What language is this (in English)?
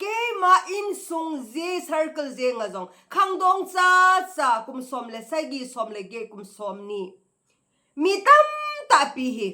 Thado Chin